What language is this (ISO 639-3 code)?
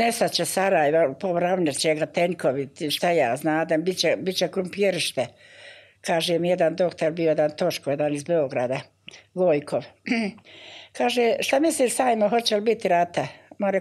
bos